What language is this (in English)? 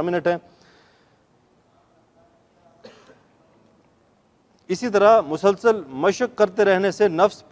Urdu